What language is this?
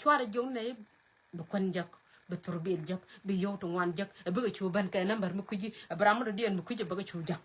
Nuer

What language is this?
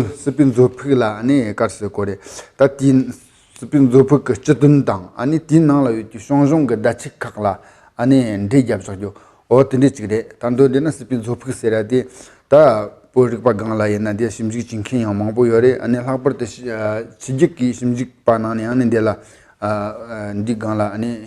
Tibetan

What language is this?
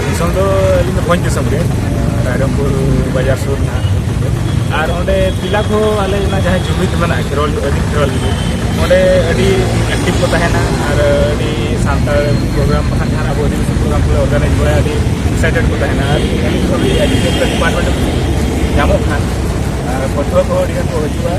Santali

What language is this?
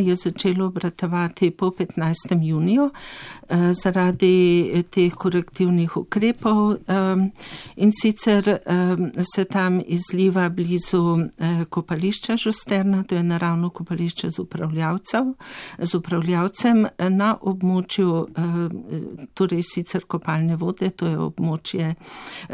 Slovenian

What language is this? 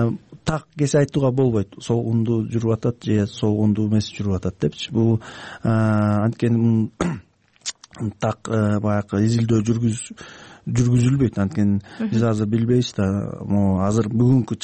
Kyrgyz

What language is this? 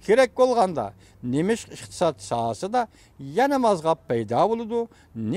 Uyghur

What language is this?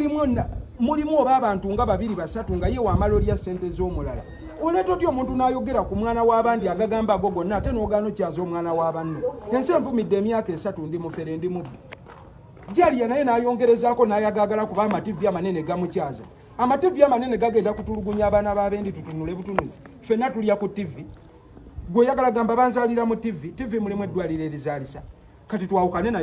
Ganda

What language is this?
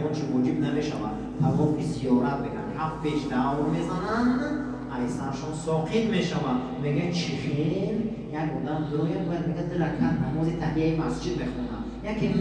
Tajik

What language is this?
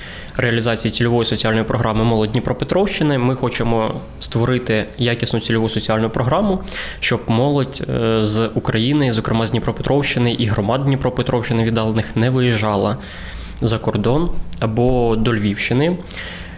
Ukrainian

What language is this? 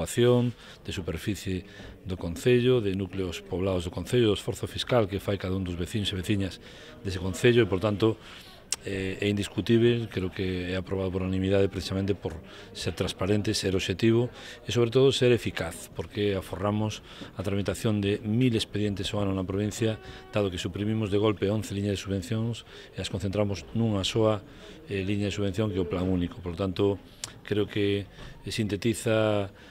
Galician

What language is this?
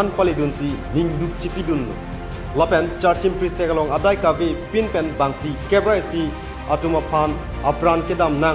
Karbi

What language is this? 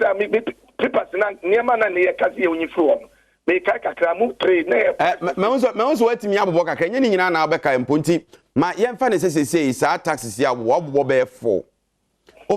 Akan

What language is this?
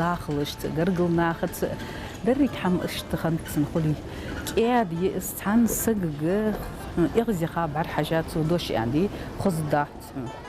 Ingush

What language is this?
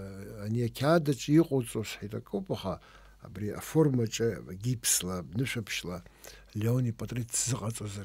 Abkhazian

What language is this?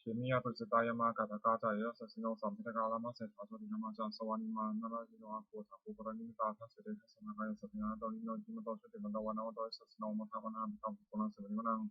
Pali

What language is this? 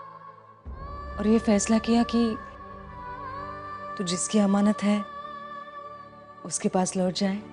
Hindi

